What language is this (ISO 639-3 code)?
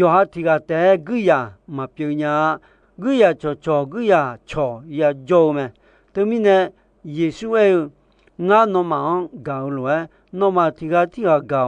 ahk